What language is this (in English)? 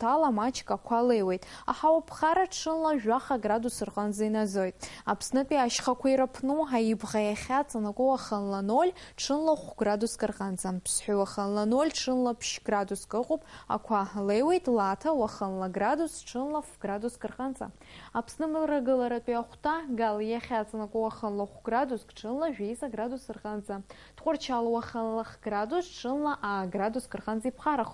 Abkhazian